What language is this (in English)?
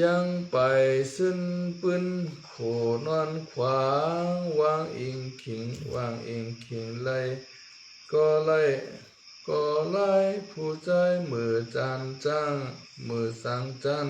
Shan